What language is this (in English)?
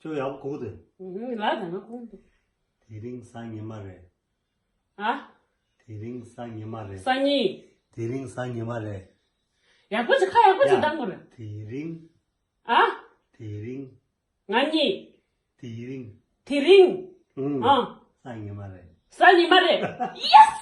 Tibetan